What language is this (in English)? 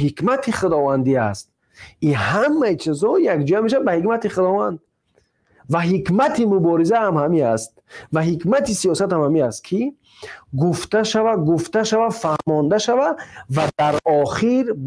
Tajik